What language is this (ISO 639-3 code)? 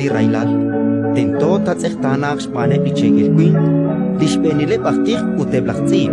kek